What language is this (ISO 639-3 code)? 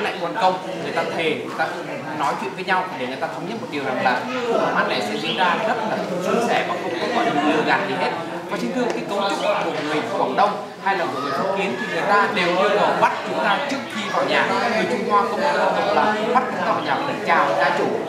vie